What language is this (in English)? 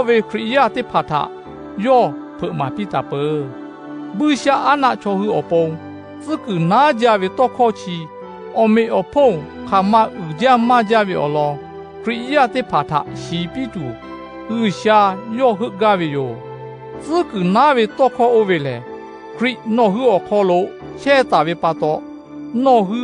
Lahu